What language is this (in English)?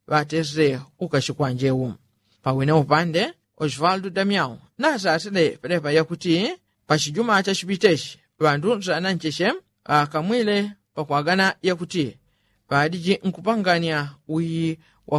Yao